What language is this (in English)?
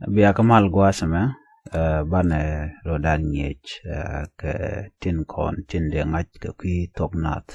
Nuer